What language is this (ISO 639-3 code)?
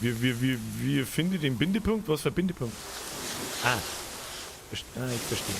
bar